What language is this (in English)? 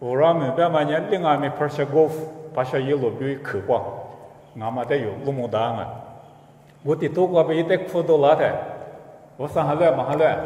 Lisu